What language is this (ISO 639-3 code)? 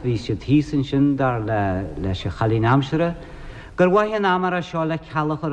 gle